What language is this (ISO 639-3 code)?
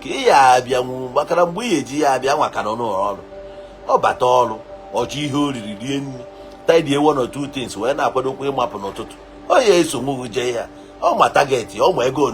ibo